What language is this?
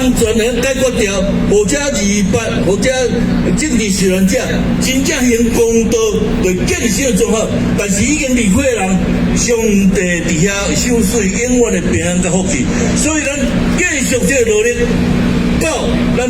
Min Nan Chinese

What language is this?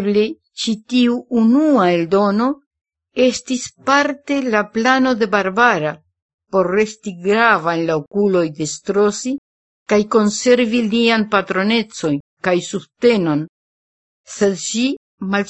Esperanto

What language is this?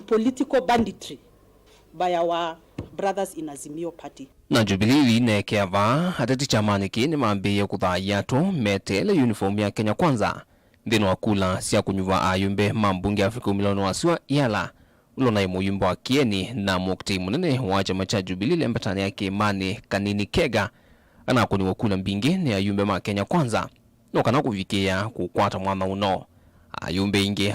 Kamba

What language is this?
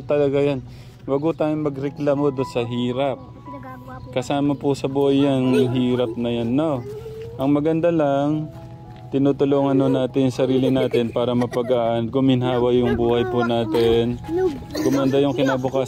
Filipino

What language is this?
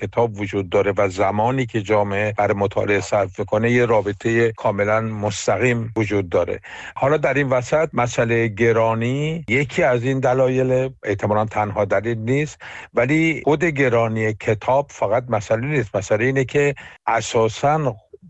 Persian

